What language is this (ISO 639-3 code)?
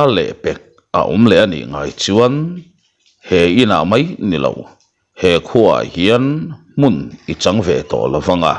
lus